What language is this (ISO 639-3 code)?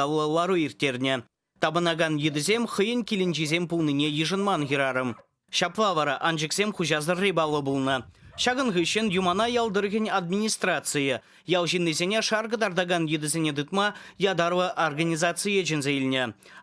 chv